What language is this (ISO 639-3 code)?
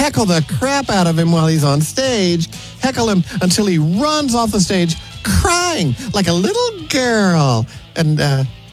eng